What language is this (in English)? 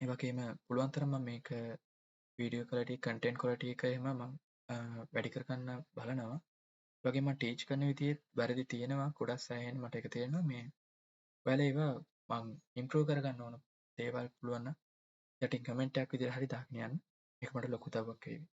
Sinhala